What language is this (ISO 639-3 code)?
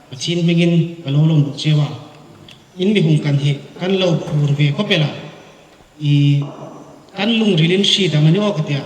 hmr